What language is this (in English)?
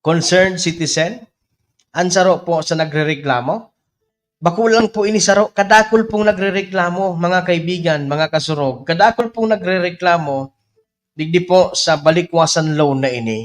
Bikol